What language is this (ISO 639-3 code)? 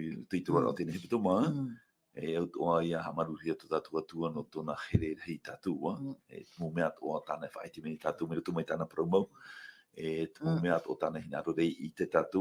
tah